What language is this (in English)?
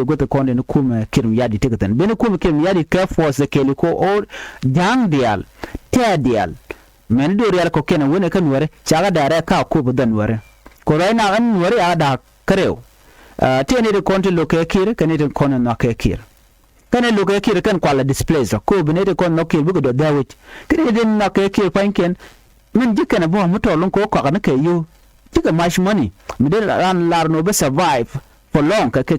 Nuer